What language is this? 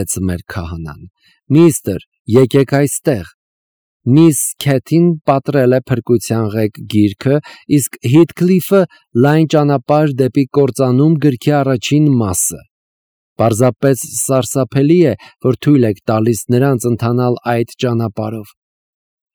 Armenian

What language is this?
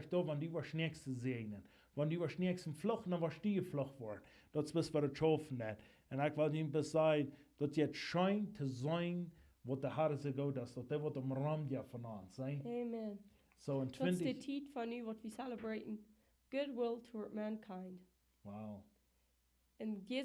Plautdietsch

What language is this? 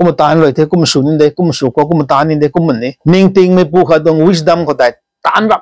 Rongmei Naga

